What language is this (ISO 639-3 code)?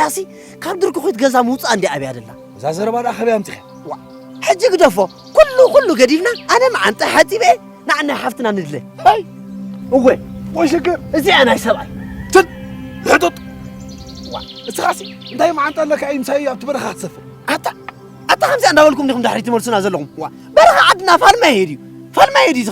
tir